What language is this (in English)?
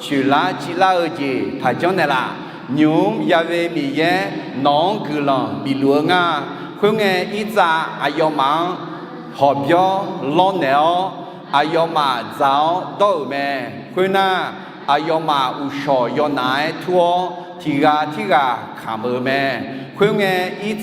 Akha